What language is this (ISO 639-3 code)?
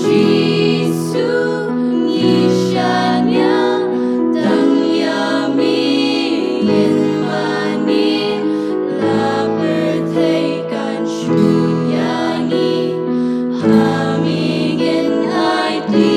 kha